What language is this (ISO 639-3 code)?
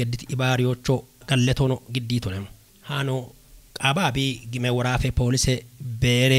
kbr